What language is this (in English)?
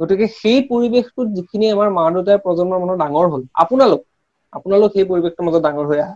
Assamese